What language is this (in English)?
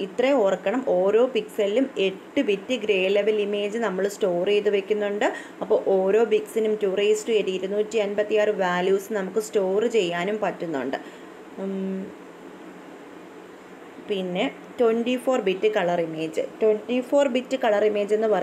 Malayalam